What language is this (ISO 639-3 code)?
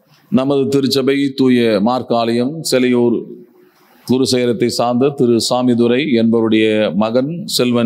tam